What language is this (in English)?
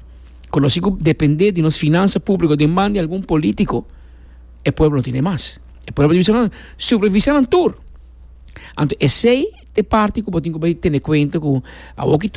Papiamento